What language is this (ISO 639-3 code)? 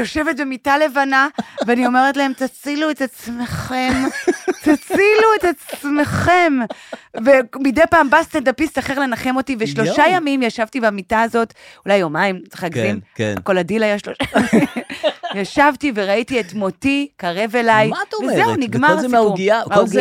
heb